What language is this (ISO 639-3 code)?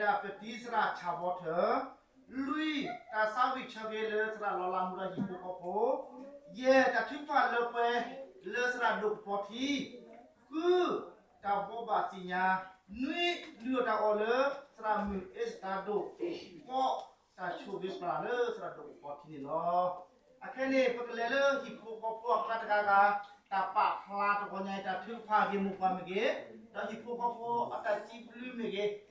ksw